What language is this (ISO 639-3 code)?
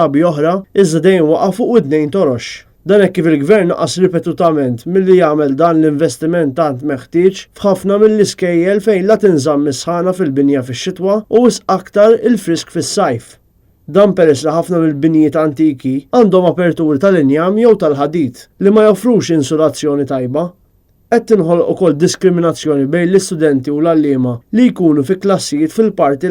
mlt